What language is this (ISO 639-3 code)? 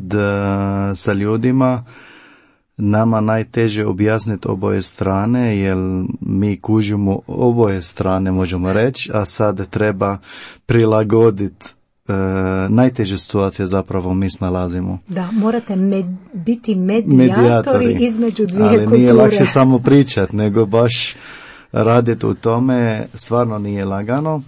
hrv